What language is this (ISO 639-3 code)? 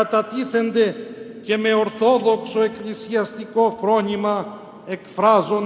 ell